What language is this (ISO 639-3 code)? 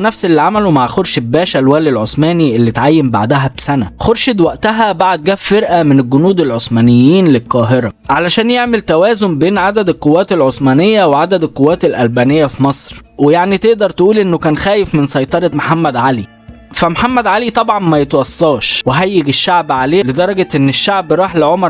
arz